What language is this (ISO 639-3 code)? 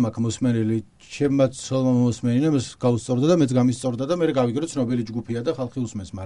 kat